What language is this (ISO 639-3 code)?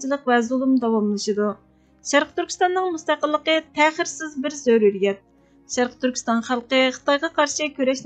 uig